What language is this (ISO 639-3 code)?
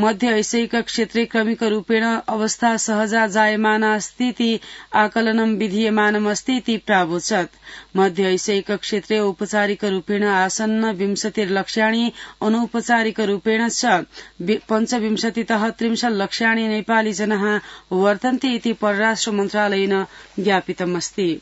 san